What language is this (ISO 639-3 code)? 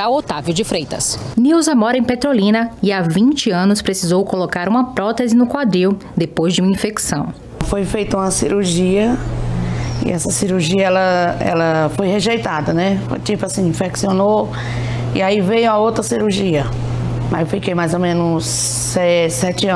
por